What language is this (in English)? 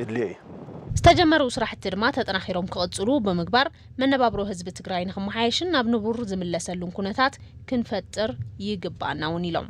Tigrinya